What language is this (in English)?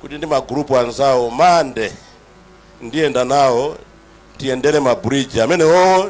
Nyanja